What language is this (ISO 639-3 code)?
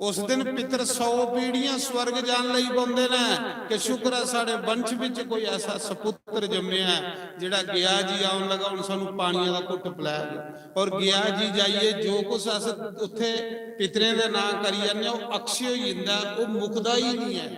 doi